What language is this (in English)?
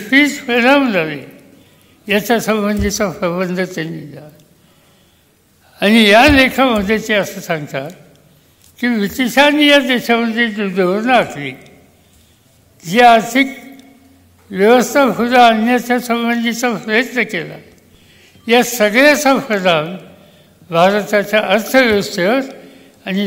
Marathi